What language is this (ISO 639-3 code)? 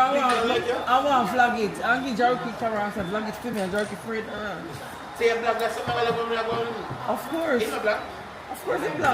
jam